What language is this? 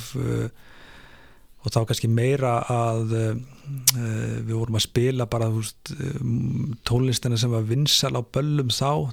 Icelandic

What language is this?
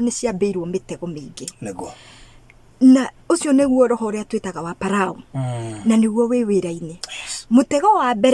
Kikuyu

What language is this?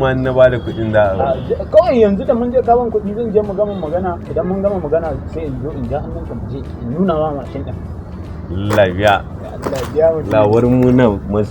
Hausa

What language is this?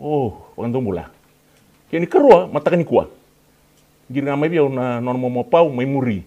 Fijian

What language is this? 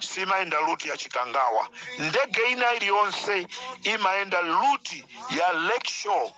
Nyanja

